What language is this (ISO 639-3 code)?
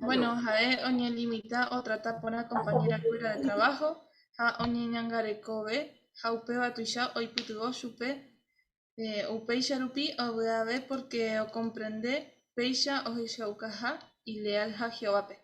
grn